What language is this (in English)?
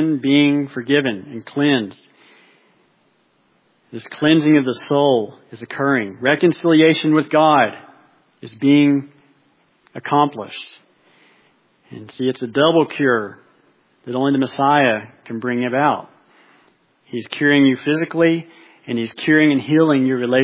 English